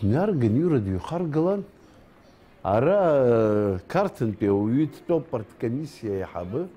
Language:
Abkhazian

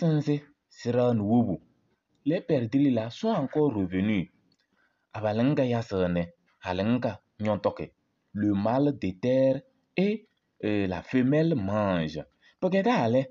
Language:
Kabiyè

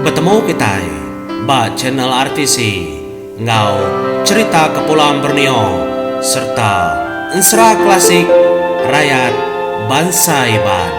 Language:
Iban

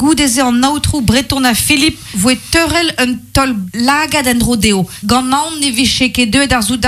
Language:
Breton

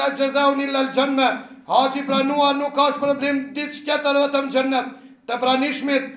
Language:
Albanian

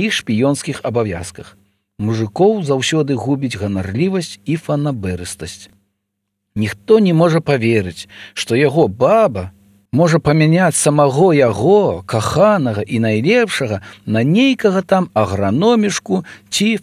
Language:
Belarusian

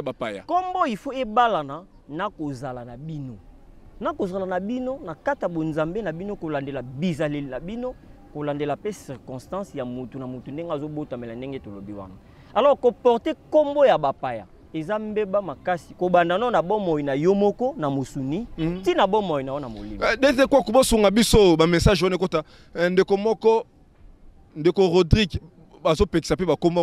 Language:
Lingala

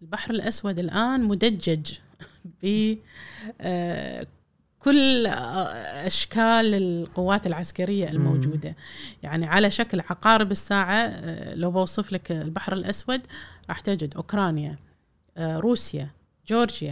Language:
Gulf Arabic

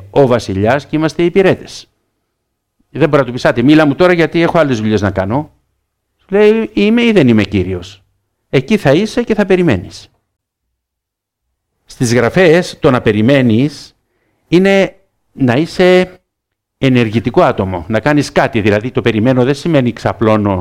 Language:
Greek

